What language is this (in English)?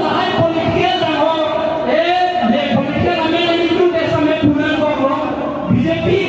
Karbi